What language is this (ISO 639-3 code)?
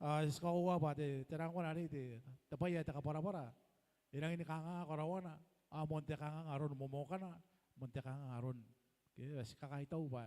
gil